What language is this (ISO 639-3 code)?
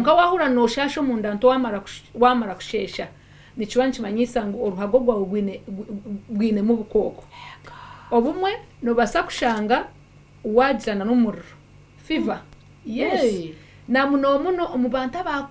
nyn